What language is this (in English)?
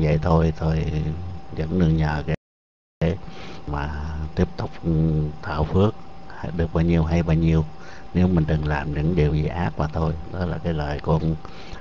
Vietnamese